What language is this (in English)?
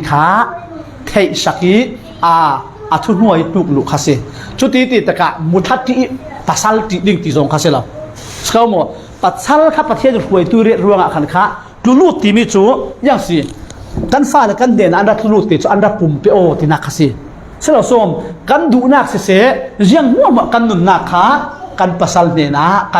Falam Chin